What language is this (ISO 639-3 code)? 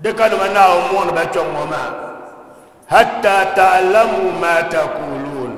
dag